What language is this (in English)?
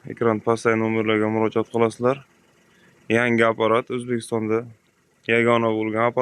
Uzbek